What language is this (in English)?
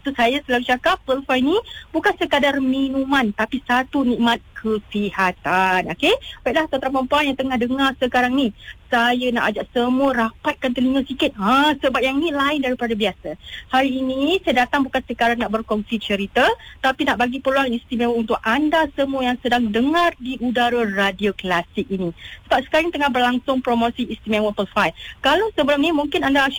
Malay